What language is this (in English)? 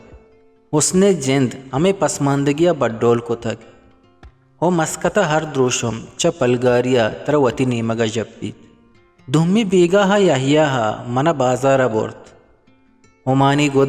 Eastern Balochi